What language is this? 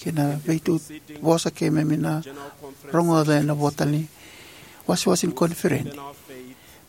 Fijian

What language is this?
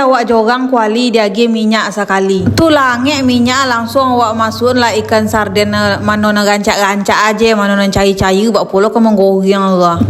Minangkabau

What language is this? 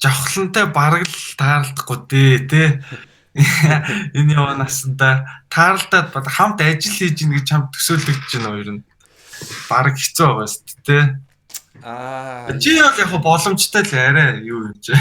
Mongolian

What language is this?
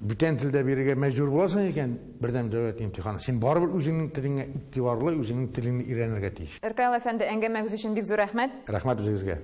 Tatar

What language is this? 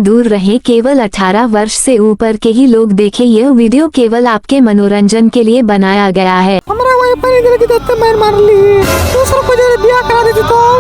Maithili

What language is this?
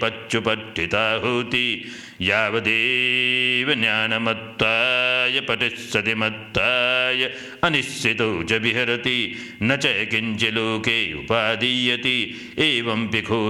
Pali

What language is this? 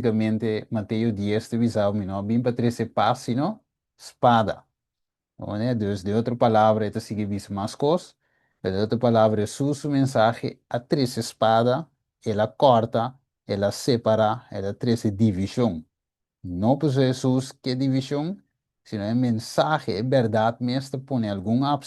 Papiamento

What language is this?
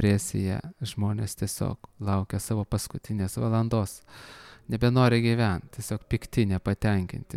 Lithuanian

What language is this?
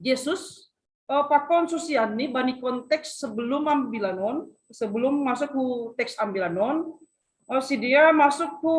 Batak Simalungun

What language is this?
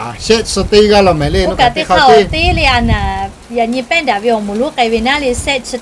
Lahu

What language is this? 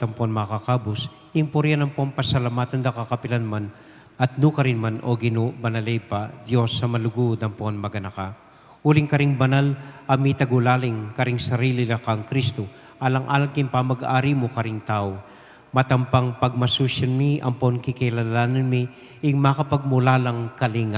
Pampanga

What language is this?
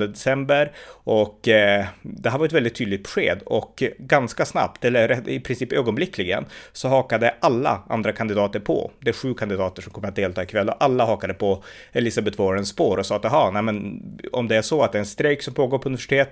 Swedish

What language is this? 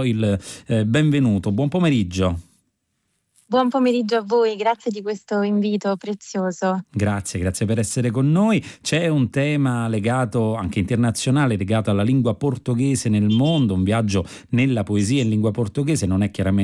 Italian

